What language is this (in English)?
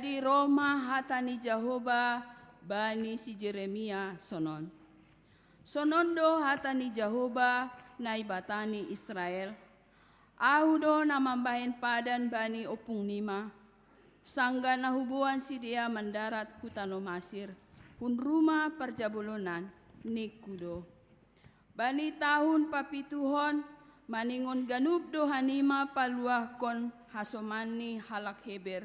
Batak Simalungun